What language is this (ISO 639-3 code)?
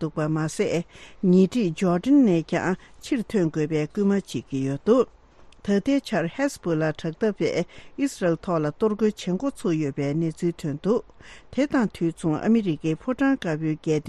bod